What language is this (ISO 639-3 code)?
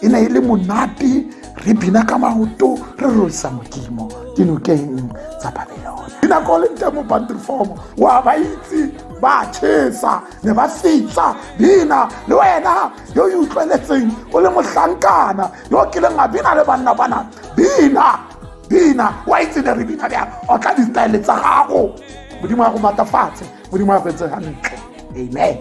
tsn